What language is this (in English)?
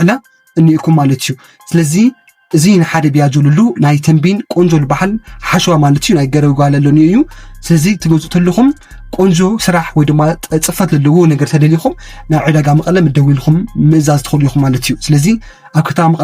Tigrinya